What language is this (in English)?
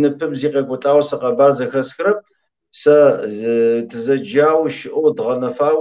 Kabardian